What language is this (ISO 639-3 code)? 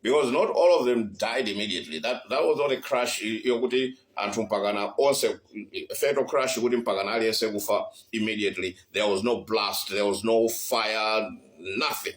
nya